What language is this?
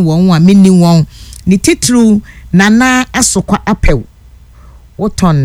Akan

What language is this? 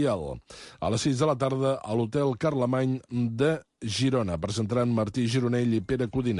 Catalan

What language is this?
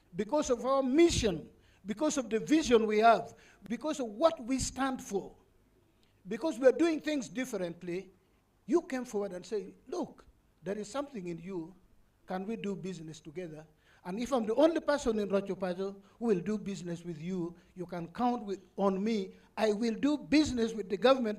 Acoli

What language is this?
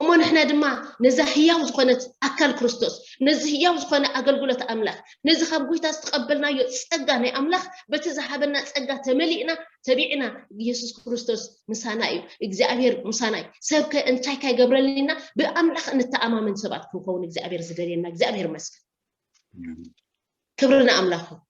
Tigrinya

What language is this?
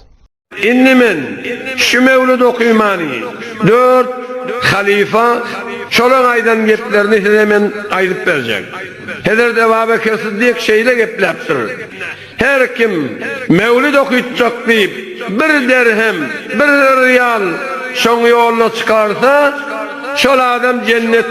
Turkmen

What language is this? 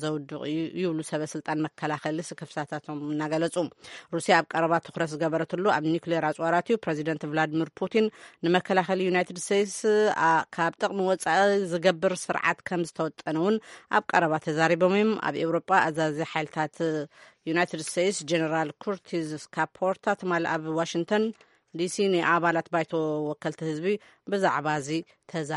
Tigrinya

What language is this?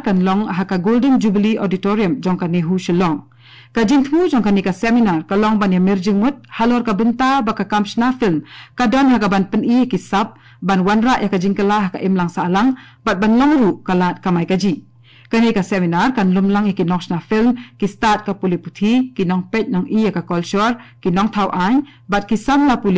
Khasi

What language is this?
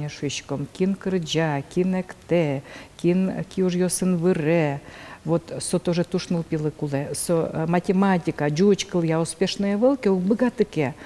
Udmurt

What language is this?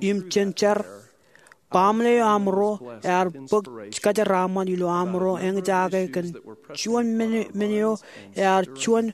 Marshallese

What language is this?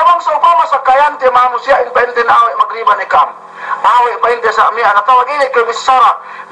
Yakan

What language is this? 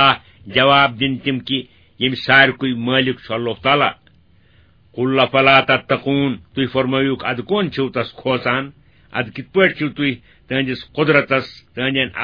Kashmiri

